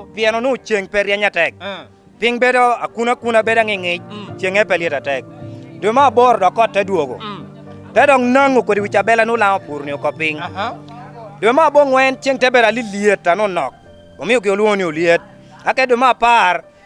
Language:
Lango (Uganda)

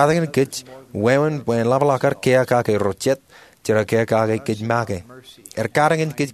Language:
Marshallese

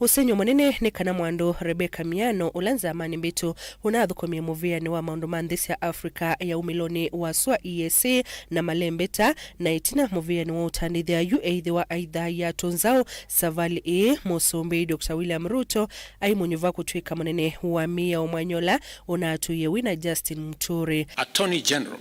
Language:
Kamba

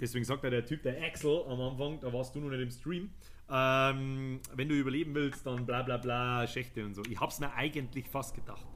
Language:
Bavarian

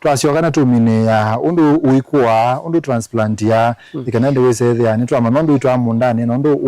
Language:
Kamba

